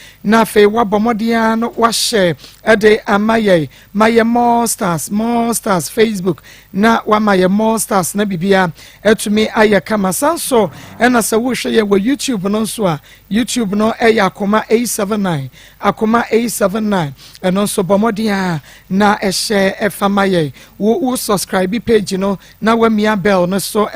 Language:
Akan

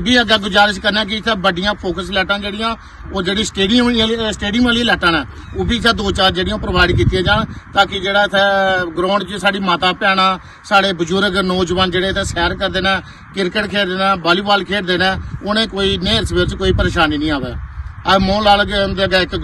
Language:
Dogri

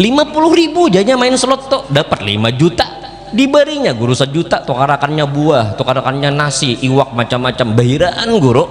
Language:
Banjar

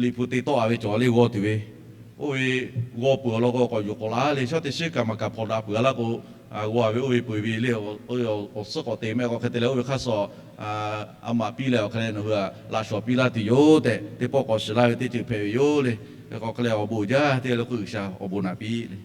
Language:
Lahu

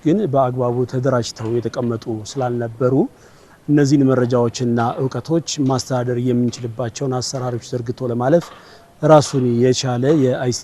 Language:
Amharic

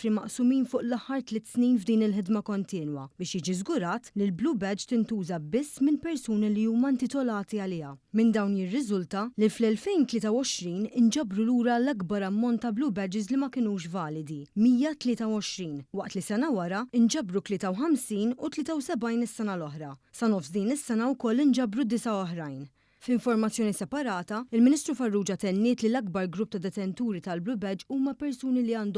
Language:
Maltese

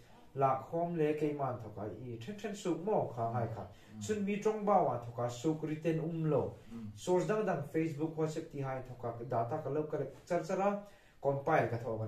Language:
Hmar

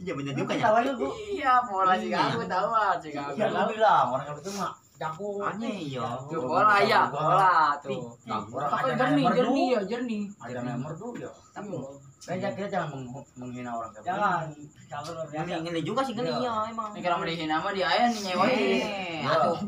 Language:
Betawi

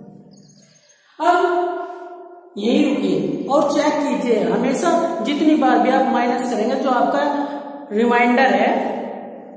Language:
Hindi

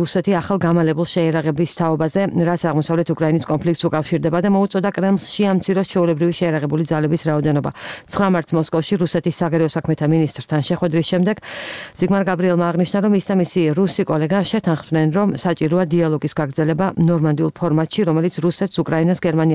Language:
Georgian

